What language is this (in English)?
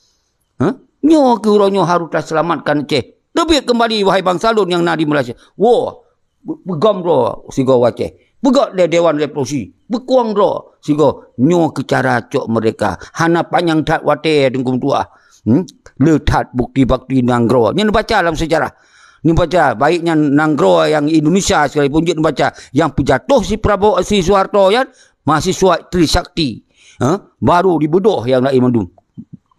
Achinese